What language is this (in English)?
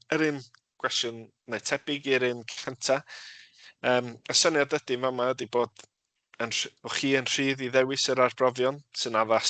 Welsh